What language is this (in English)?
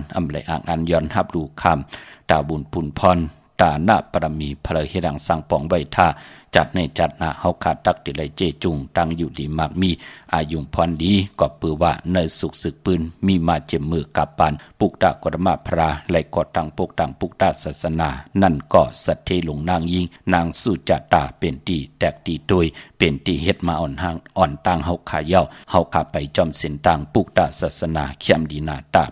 Shan